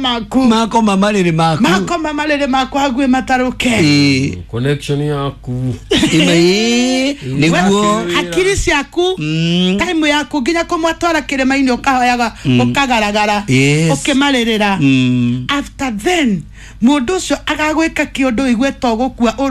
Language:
Kikuyu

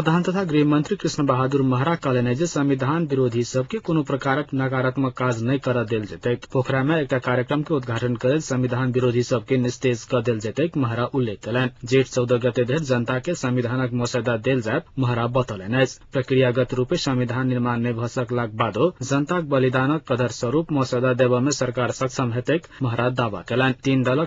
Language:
Maithili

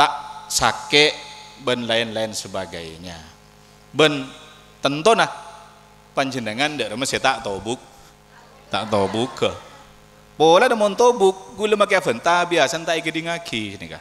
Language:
Madurese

